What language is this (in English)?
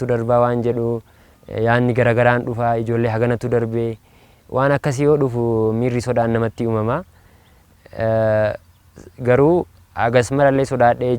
Oromo